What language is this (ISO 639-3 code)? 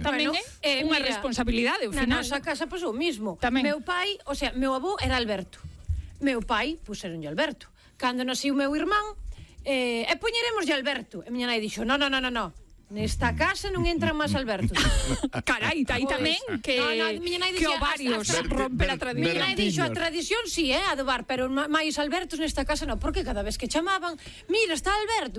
glg